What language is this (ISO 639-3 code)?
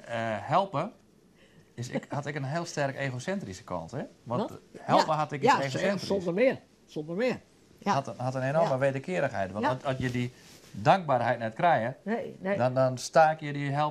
fry